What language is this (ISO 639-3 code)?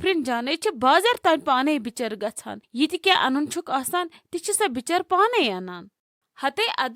kas